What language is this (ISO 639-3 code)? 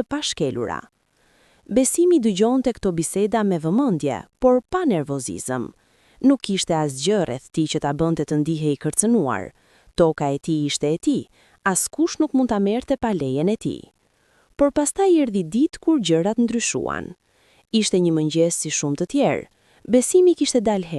sqi